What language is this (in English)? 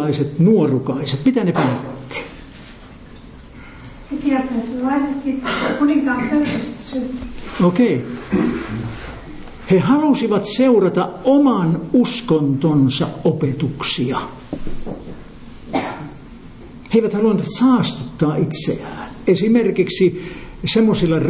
Finnish